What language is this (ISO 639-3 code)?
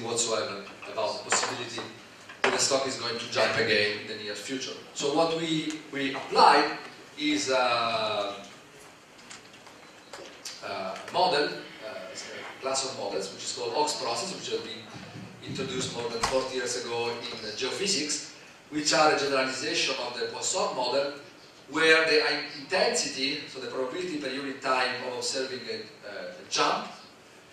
eng